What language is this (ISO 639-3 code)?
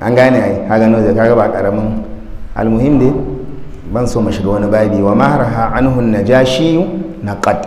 hau